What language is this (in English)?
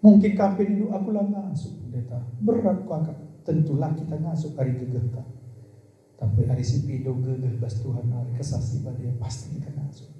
Batak Karo